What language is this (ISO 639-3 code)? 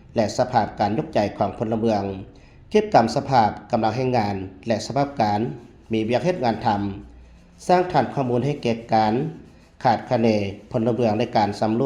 lao